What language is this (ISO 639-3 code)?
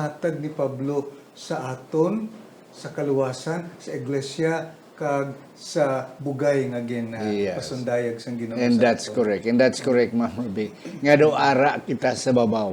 hil